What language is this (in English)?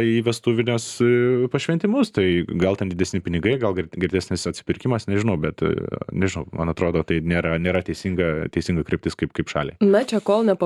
Lithuanian